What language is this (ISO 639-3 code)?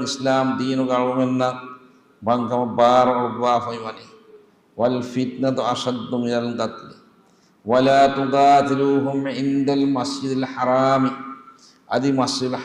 div